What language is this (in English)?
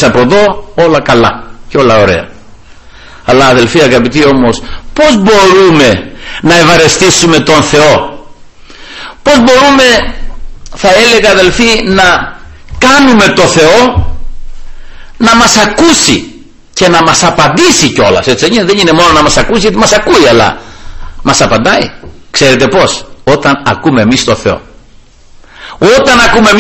Greek